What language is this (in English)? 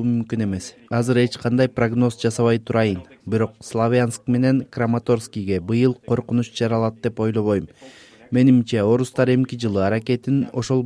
Kyrgyz